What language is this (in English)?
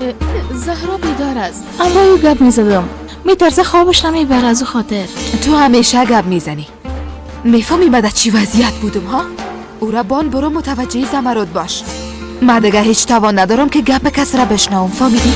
Persian